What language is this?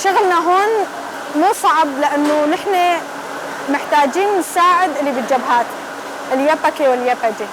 Kurdish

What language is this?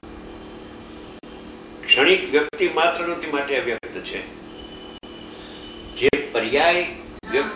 Gujarati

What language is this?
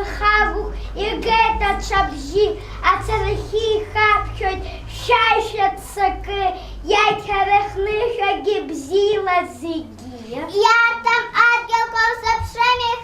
Abkhazian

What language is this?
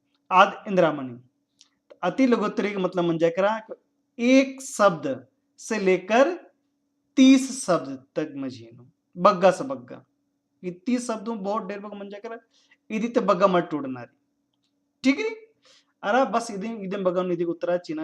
Kurukh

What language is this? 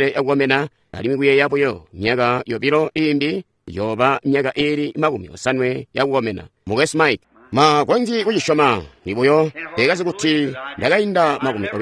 Tonga (Zambia)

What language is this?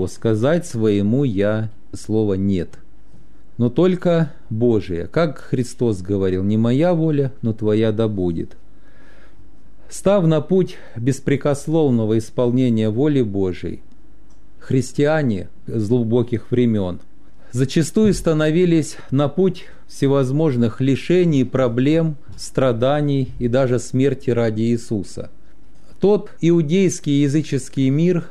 Russian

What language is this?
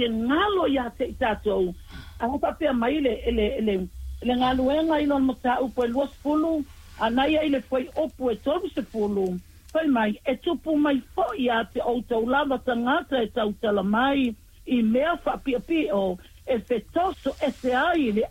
Samoan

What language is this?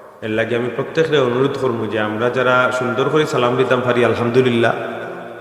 Sylheti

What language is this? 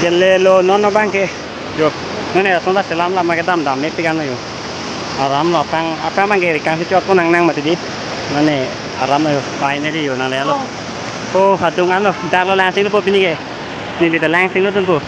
Karbi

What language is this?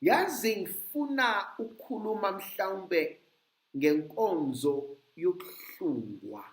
Zulu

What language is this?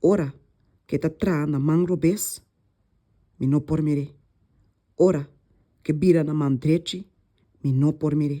Papiamento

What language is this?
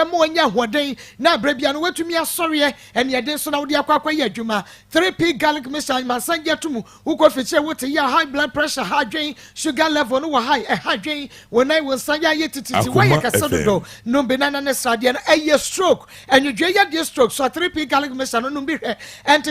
Akan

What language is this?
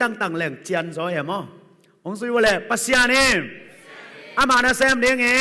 Tedim Chin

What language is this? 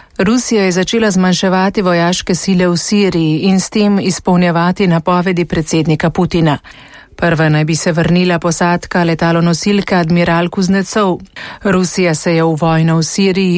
Slovenian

